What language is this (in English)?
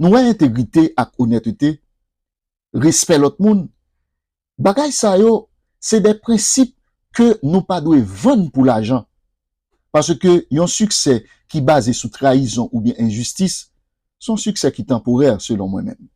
Haitian Creole